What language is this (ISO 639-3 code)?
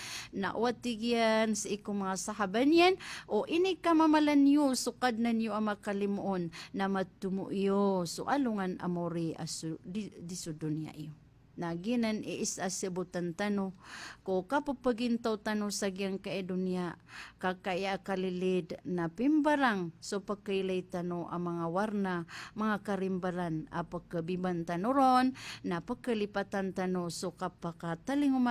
mrw